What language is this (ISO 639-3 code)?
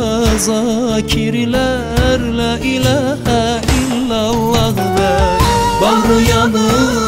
tur